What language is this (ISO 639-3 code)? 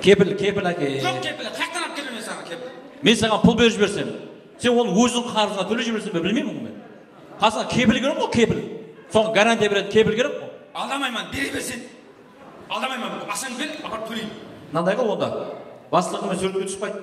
kaa